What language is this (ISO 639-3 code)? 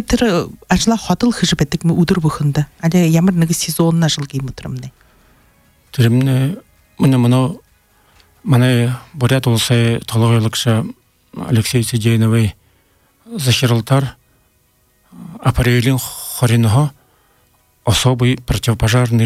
bua